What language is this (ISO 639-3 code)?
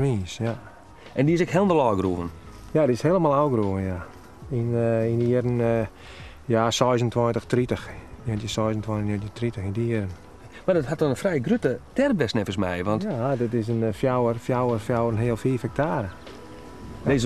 fry